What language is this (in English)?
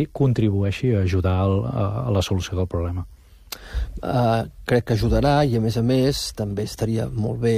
Catalan